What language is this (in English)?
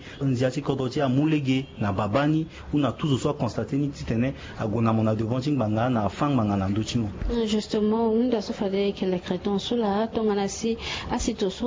Sango